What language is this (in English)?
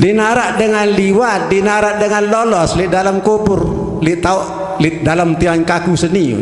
Sasak